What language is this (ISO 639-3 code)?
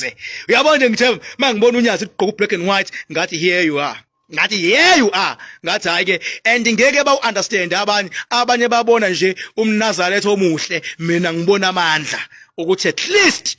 zul